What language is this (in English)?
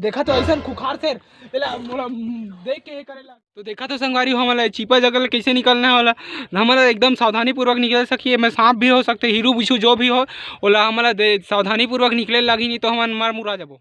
Chhattisgarhi